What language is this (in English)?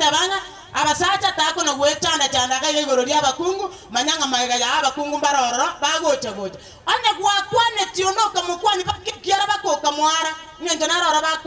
Gusii